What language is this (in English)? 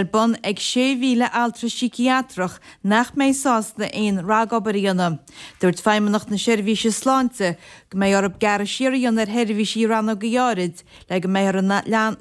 Irish